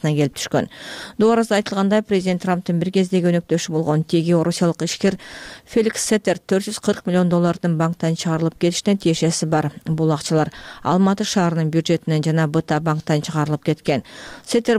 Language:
Kyrgyz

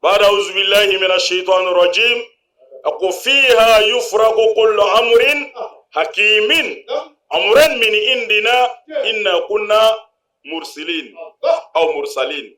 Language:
Bambara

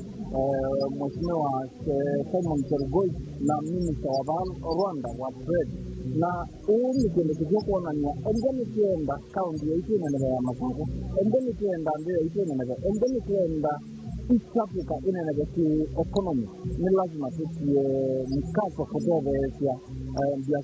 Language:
Kamba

